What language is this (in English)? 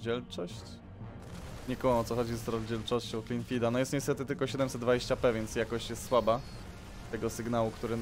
Polish